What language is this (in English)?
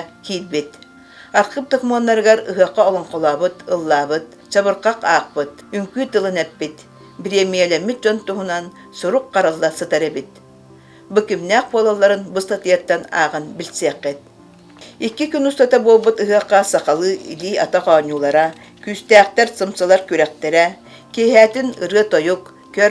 Yakut